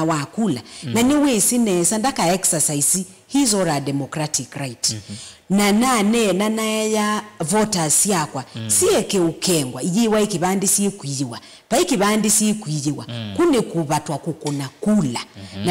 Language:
Kamba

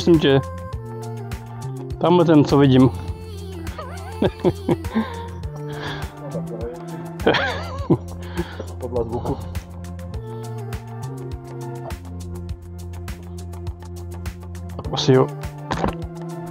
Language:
Czech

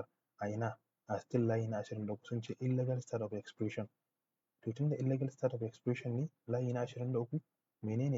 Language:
Hausa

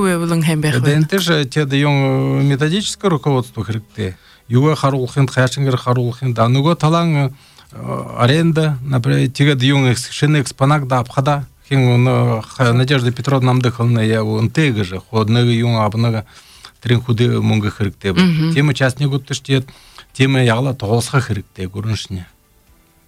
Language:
Buriat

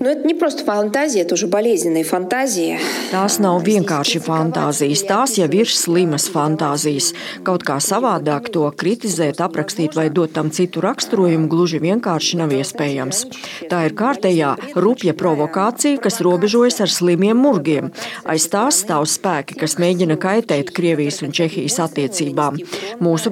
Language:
Latvian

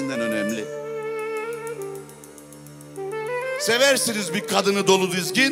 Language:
Turkish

